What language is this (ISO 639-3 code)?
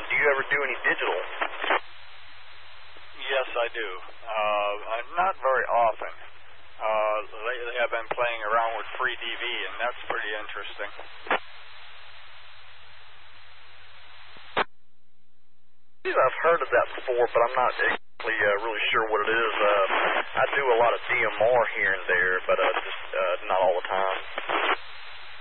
eng